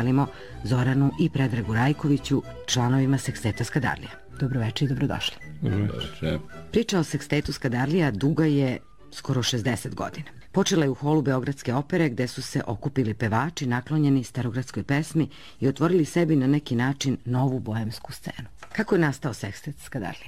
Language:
Serbian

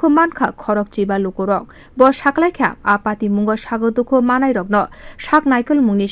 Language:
Kok Borok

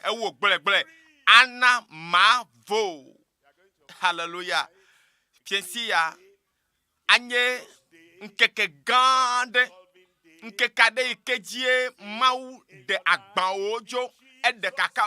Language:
Ewe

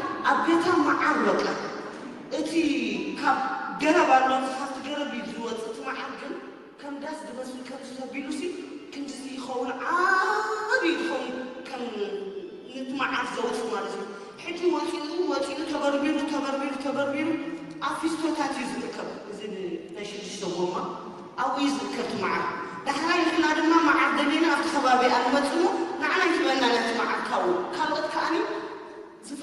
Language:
Tigrinya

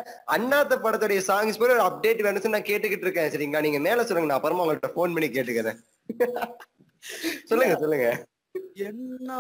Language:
Tamil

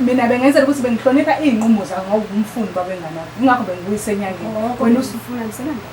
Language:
Zulu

